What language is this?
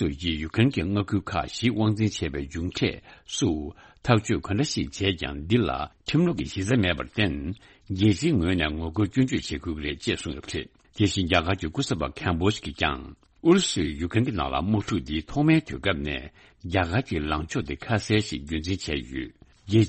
Tibetan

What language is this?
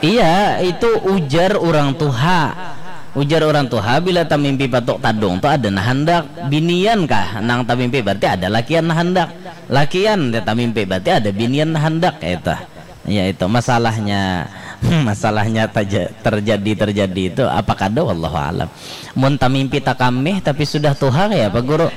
Banjar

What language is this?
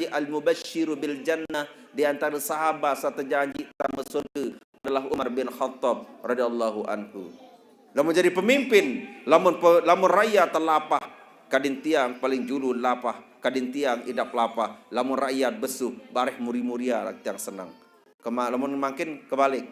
Sasak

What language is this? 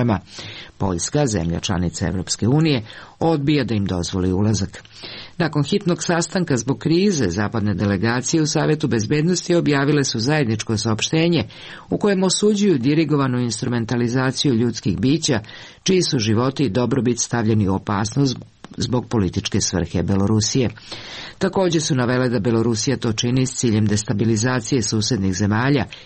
Serbian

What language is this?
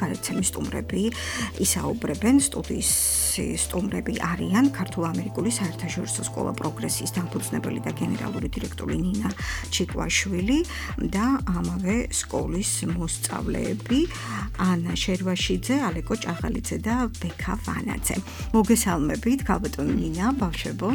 Georgian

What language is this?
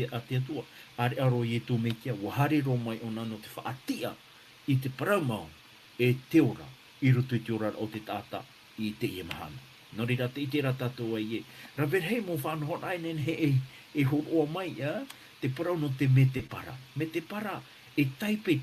Tahitian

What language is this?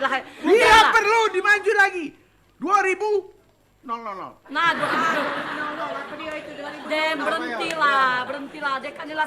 Musi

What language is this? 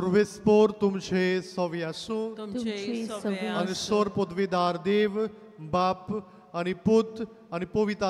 Konkani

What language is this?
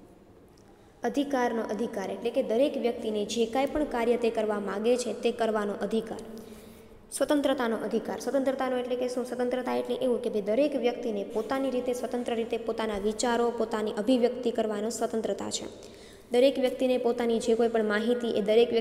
Gujarati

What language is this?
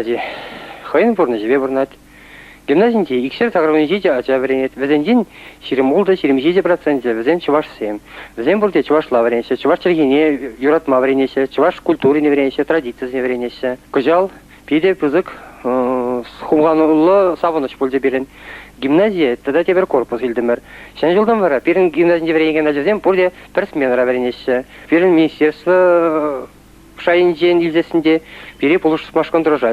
Chuvash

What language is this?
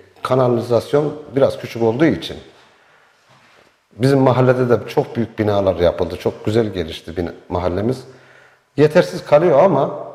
Turkish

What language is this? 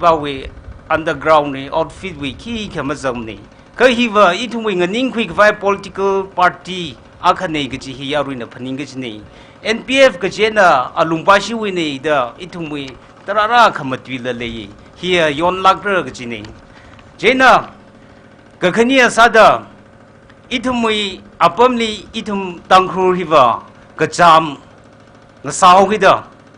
Tangkhul Naga (India)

